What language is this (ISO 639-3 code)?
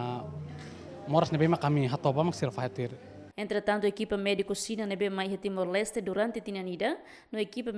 tet